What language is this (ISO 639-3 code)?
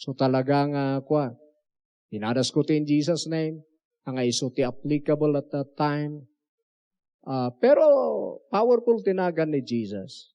ilo